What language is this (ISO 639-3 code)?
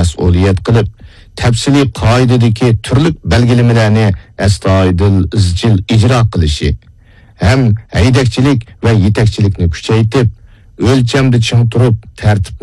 uig